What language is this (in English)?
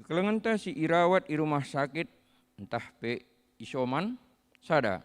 Batak Karo